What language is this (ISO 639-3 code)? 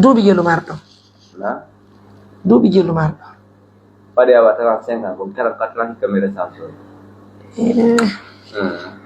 fuf